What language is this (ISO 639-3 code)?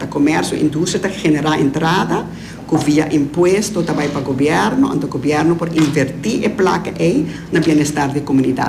pap